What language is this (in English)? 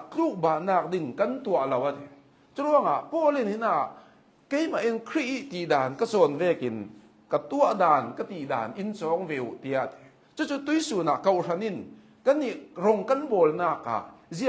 Hakha Chin